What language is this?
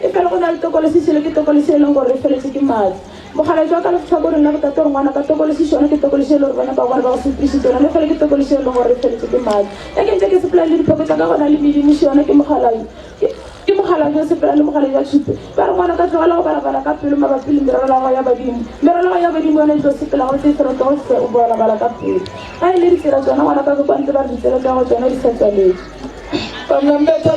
Northern Sotho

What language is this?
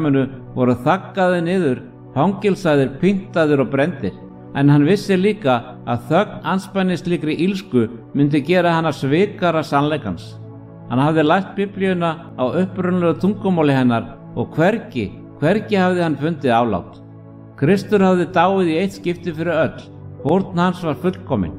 Icelandic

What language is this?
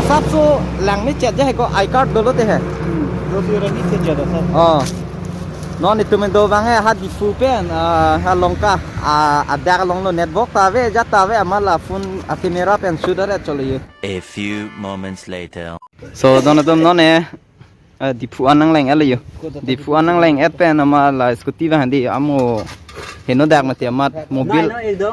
Karbi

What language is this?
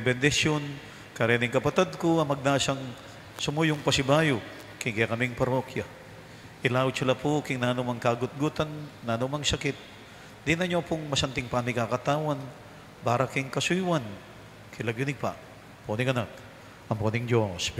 Pampanga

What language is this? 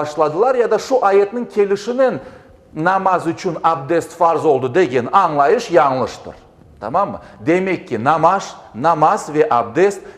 Crimean Tatar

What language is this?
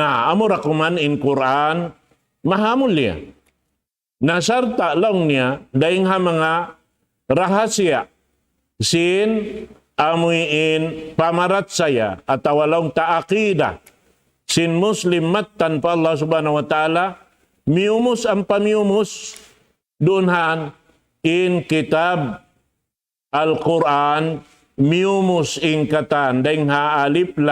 Tausug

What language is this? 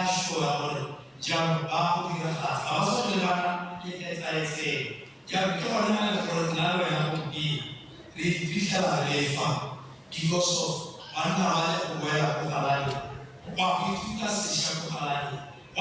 Tswana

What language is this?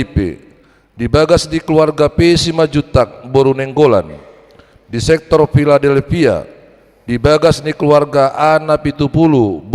Batak Toba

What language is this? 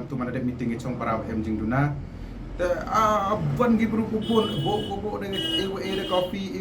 Pnar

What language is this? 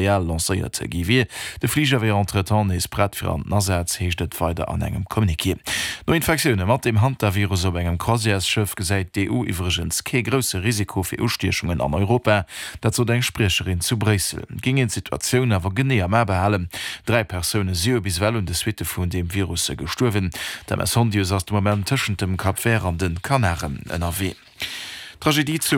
Luxembourgish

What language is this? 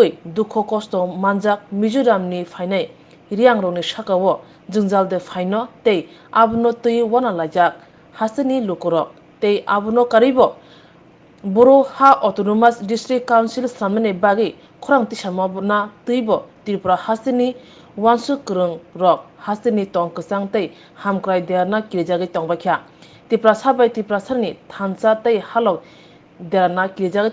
Riang (India)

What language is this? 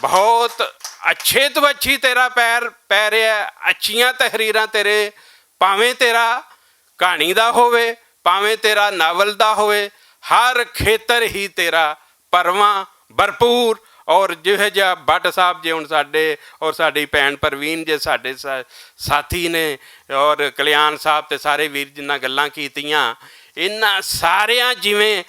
Western Panjabi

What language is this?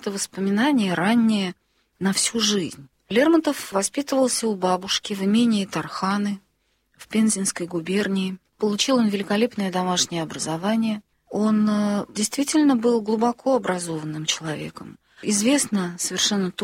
Russian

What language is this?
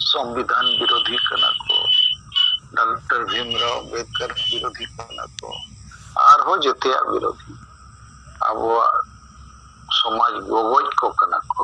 Santali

